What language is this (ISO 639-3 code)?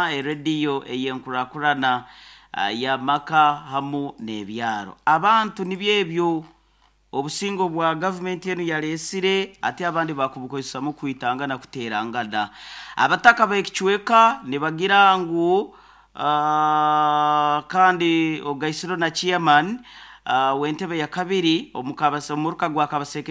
nyo